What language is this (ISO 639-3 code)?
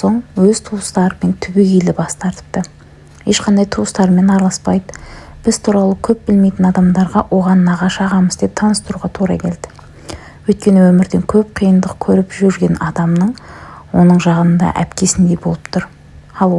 kaz